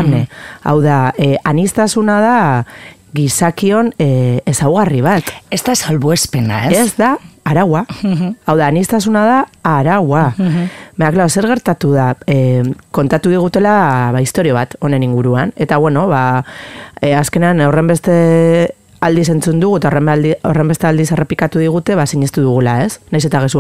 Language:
Basque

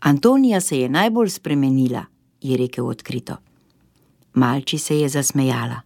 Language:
Slovenian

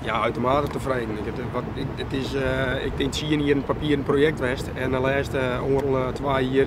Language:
Western Frisian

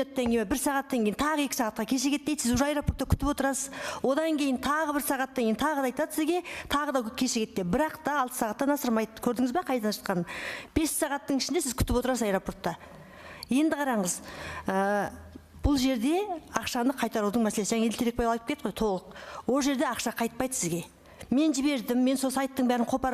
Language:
Kazakh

